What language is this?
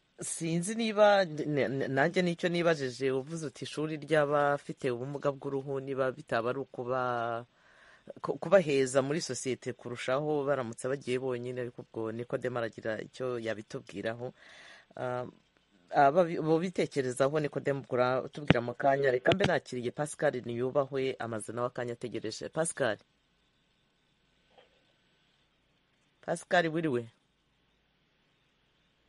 Kinyarwanda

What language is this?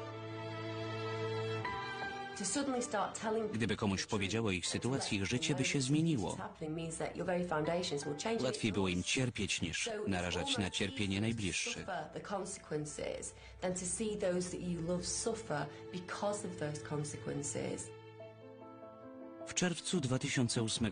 Polish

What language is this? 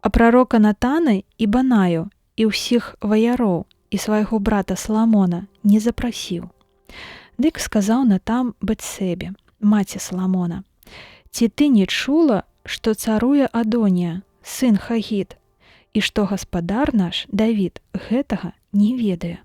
Belarusian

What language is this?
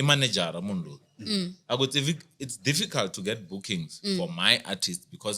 Tsonga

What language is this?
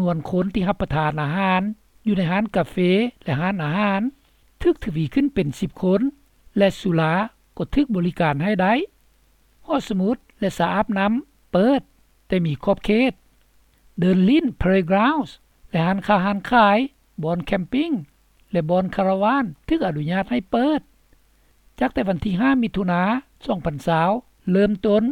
Lao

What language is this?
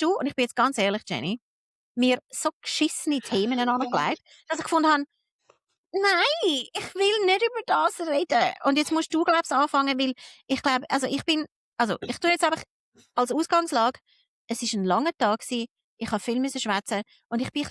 Swiss German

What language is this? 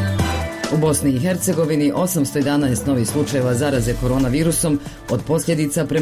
Bosnian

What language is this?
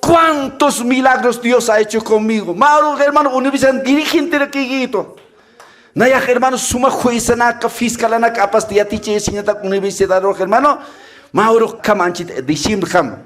Aymara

